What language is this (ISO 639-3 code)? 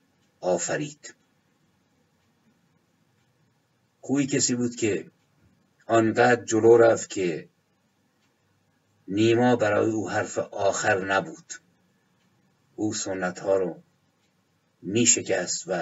fas